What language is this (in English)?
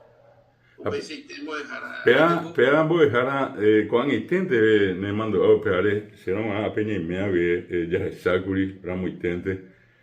Guarani